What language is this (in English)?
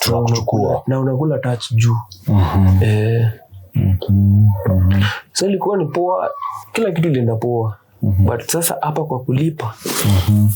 Swahili